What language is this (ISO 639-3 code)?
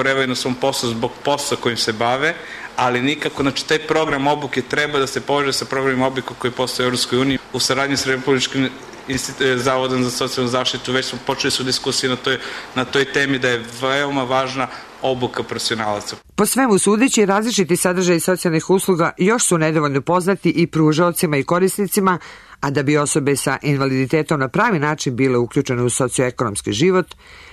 srp